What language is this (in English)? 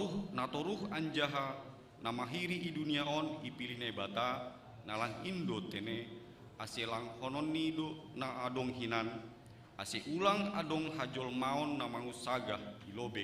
Batak Simalungun